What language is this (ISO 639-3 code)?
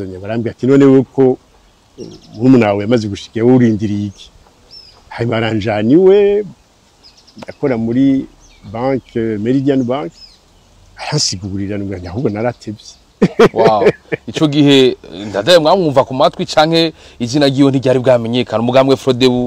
run